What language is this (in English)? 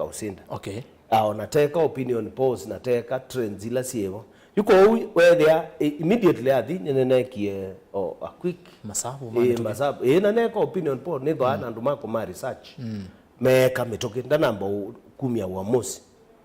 Kamba